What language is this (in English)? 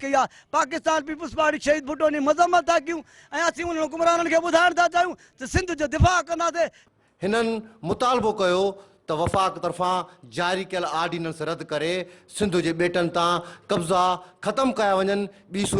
Sindhi